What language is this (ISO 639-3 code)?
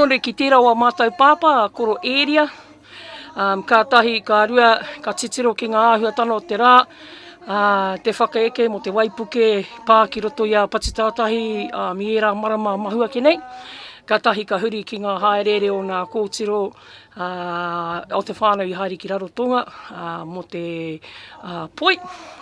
mri